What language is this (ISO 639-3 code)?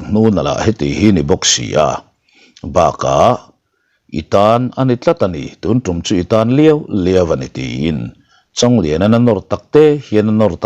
lus